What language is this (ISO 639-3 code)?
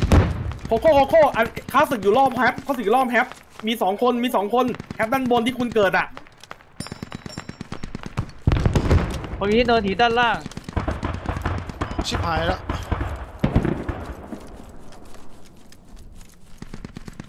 tha